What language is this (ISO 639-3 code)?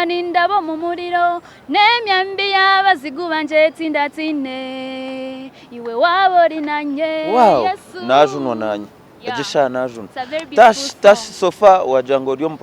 nyn